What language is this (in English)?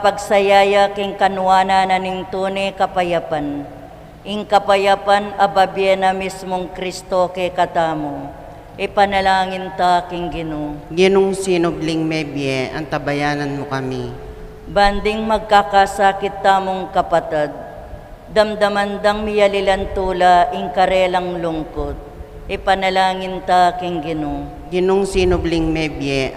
Pampanga